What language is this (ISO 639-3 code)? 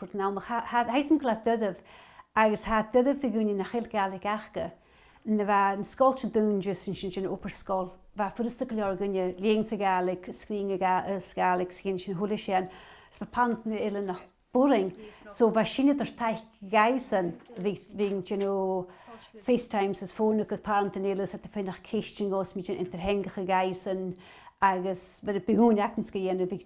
gla